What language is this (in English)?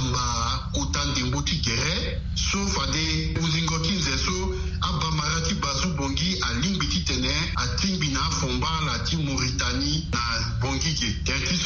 Sango